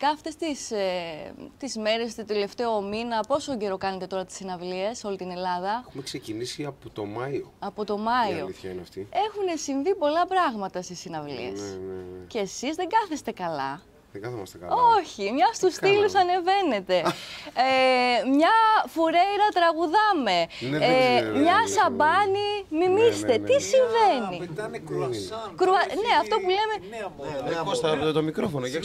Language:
Greek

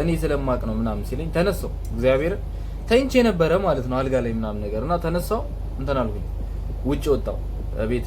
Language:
Amharic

